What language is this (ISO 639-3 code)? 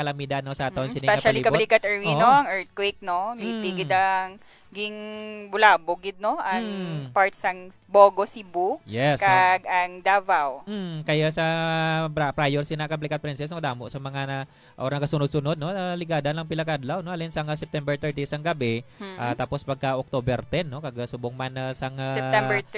hil